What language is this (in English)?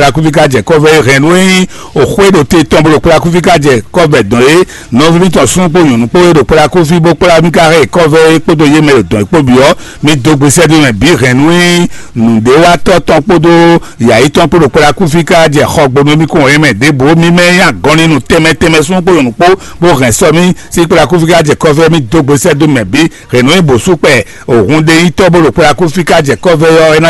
Fon